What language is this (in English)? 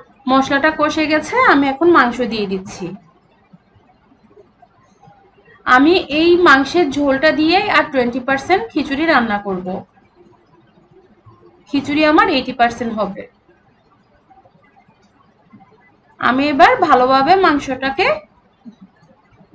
Bangla